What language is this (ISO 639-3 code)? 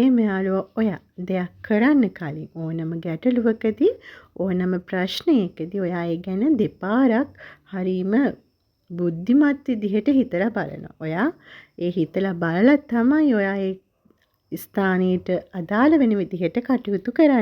sin